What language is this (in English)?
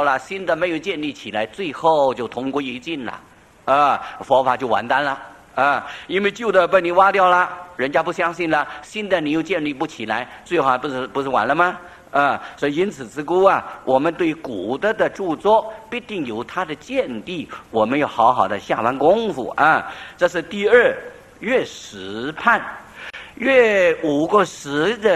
Chinese